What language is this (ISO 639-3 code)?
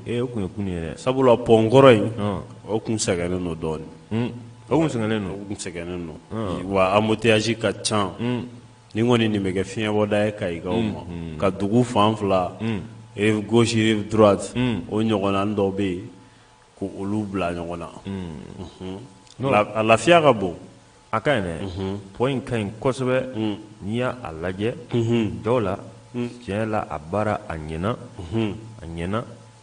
bam